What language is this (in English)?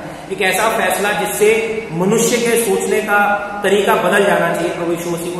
Hindi